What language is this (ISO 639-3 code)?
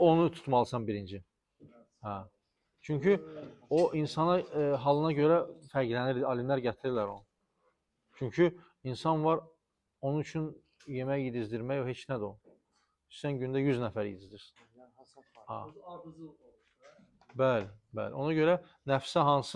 aze